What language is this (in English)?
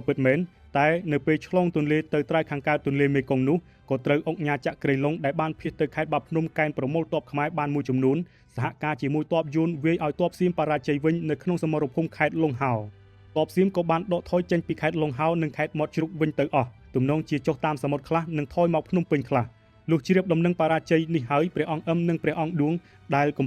Khmer